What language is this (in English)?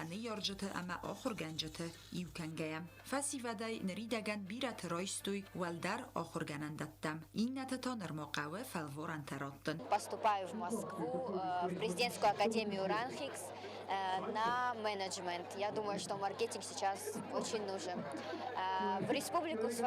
Ossetic